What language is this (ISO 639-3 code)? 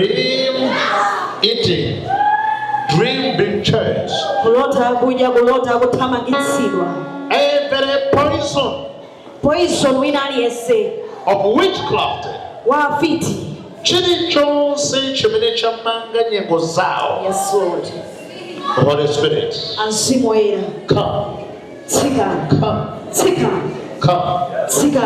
nya